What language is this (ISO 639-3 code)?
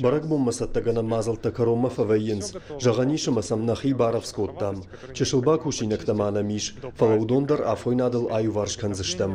oss